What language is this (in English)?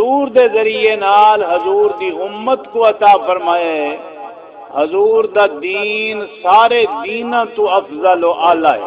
Saraiki